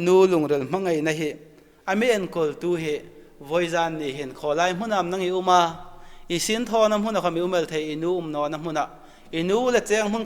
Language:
Hmar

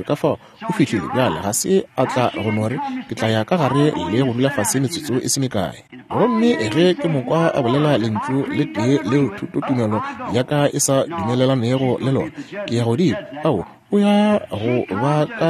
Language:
Northern Sotho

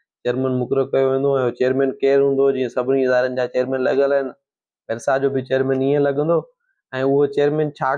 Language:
Sindhi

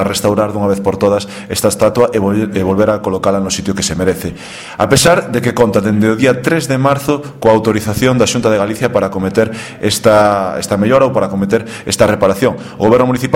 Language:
Galician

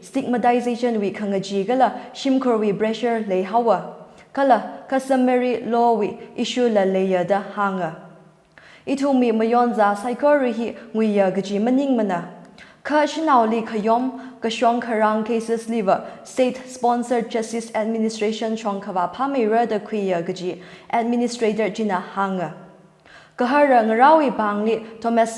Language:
Tangkhul Naga (India)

